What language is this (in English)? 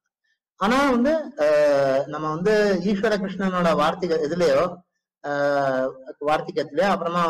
Tamil